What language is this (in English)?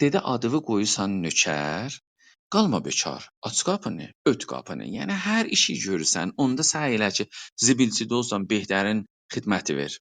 South Azerbaijani